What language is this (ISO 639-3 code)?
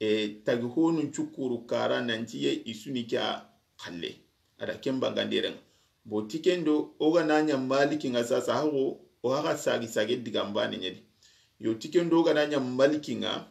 snk